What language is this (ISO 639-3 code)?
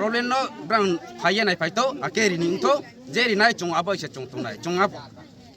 ria